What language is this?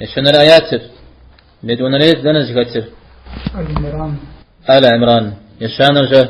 Kabardian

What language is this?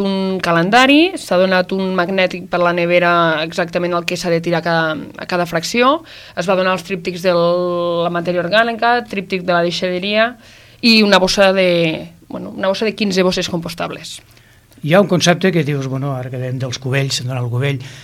Catalan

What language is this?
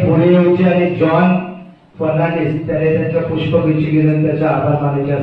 Konkani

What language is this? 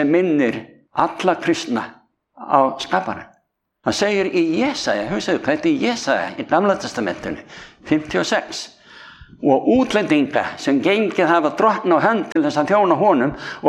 Icelandic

